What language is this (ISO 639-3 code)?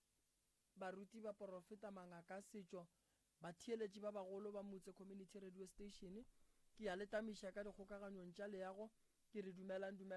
nso